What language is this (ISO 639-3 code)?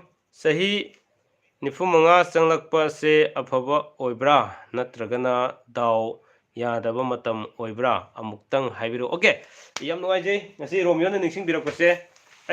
mni